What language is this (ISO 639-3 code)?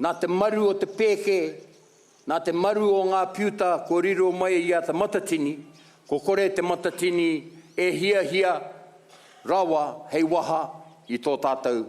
mri